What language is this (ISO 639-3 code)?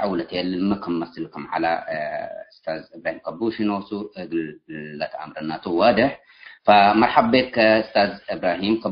tig